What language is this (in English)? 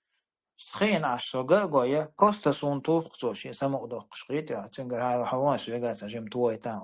Chechen